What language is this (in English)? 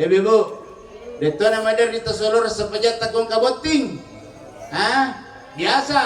Buginese